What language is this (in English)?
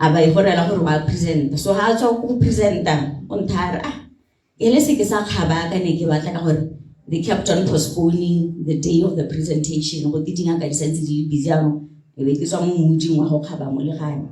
Tswana